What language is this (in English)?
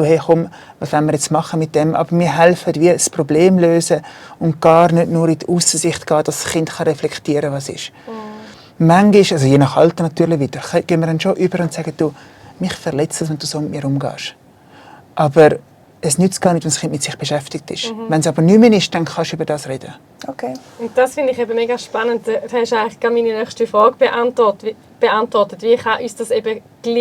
Swiss German